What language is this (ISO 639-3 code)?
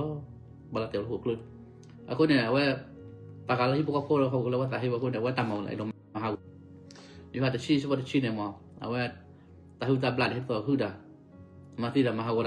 ksw